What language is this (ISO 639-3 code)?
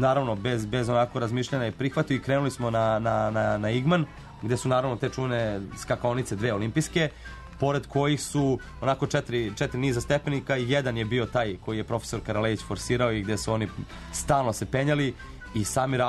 srp